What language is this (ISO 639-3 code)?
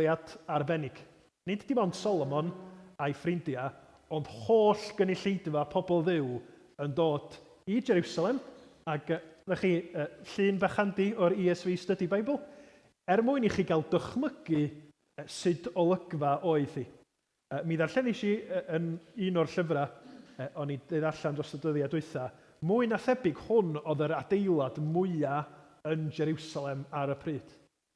cym